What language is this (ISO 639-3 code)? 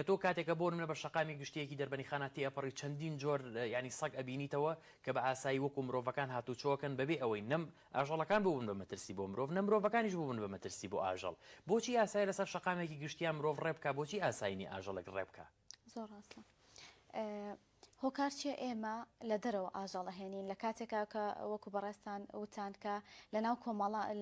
ckb